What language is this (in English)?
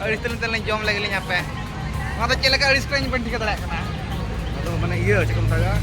Santali